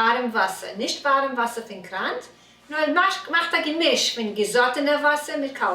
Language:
Yiddish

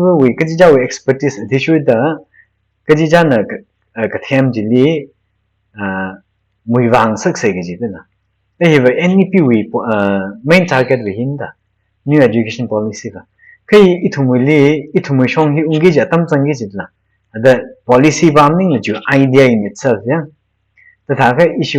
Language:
Tangkhul Naga (India)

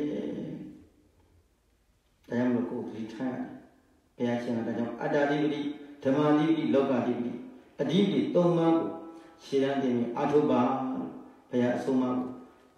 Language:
Burmese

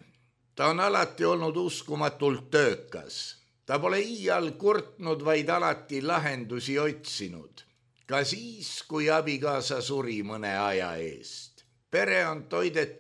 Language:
Estonian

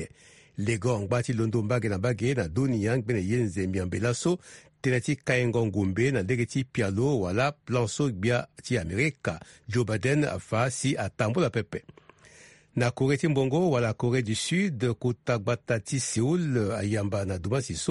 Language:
Sango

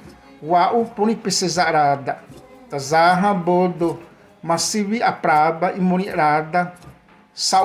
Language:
Xavánte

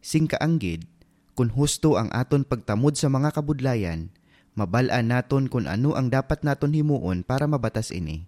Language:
Hiligaynon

